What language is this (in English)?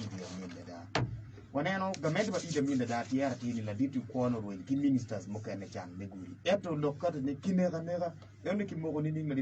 Acoli